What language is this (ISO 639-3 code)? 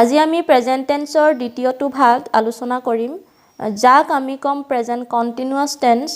asm